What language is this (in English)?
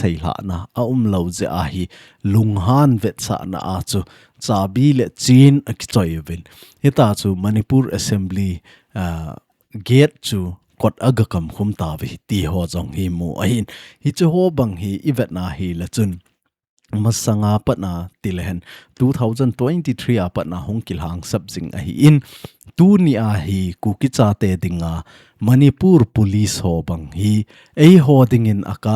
Thado Chin